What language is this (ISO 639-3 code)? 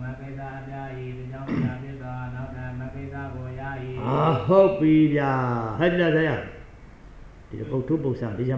mya